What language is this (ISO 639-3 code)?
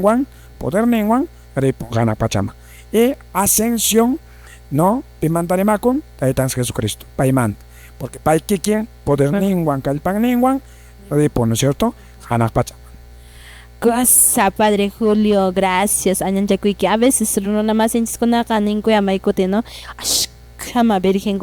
que